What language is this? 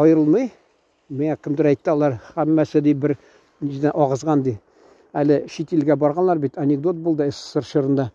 Tatar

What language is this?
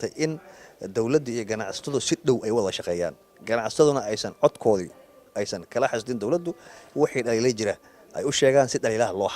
Somali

